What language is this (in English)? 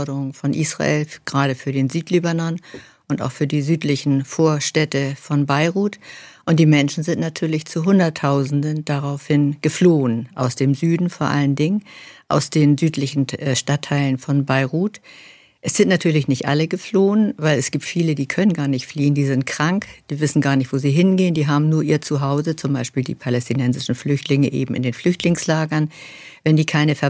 German